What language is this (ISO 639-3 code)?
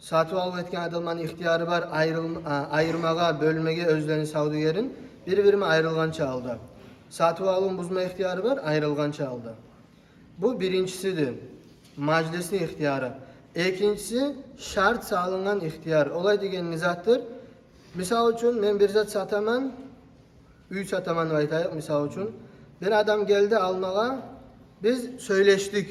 kum